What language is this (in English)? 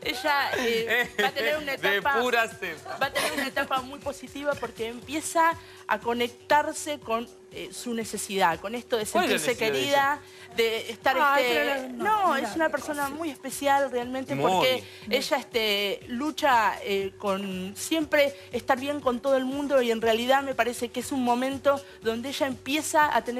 Spanish